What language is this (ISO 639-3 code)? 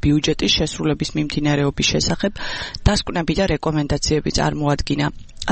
kat